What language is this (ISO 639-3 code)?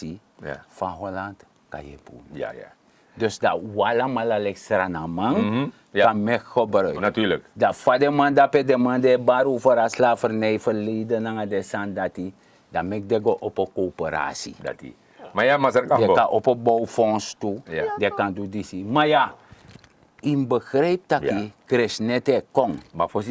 srn